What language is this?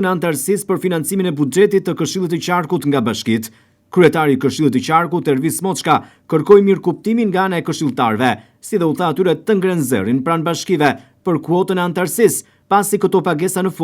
Albanian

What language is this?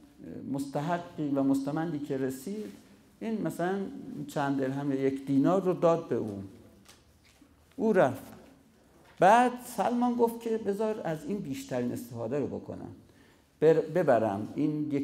Persian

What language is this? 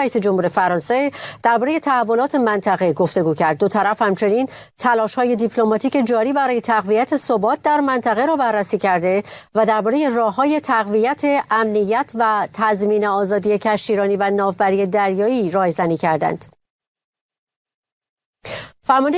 Persian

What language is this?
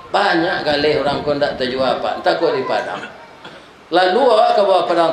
Minangkabau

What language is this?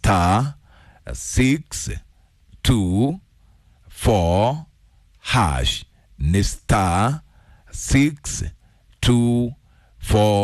Kikuyu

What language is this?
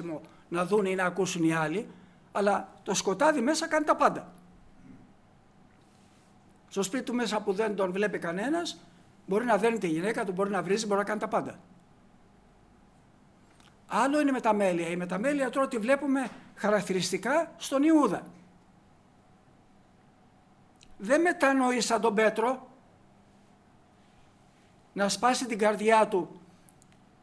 Greek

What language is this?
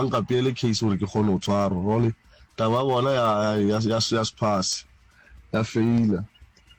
Northern Sotho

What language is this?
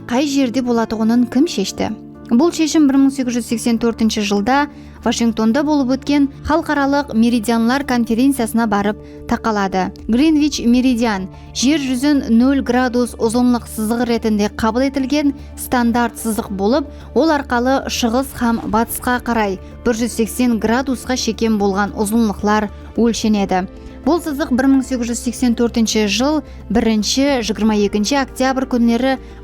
Kara-Kalpak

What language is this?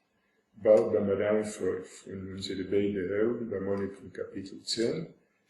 Yiddish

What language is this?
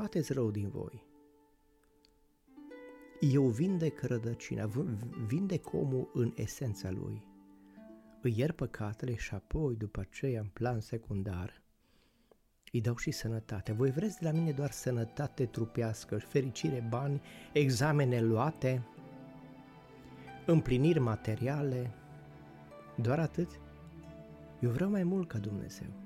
Romanian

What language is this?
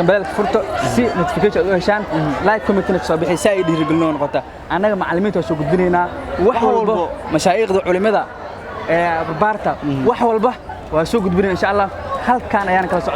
Somali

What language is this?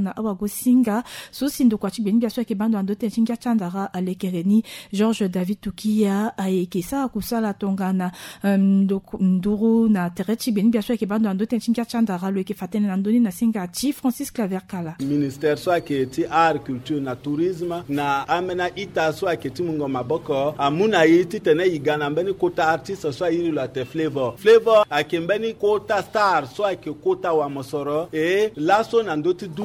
Sango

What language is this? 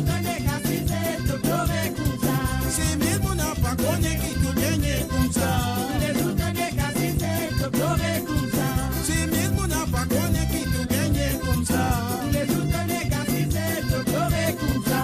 Morisyen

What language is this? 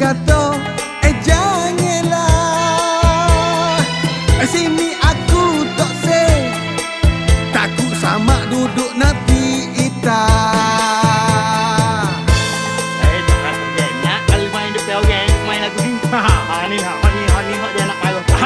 Malay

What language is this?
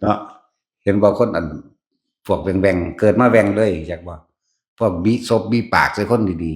Northeastern Thai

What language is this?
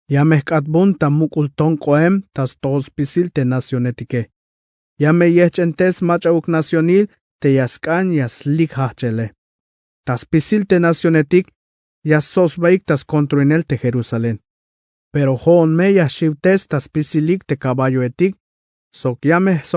Tzeltal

